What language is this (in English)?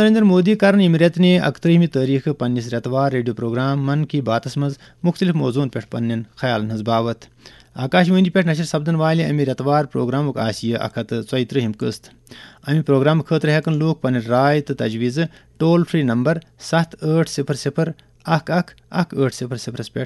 Kashmiri